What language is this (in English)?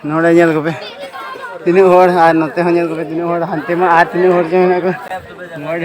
Santali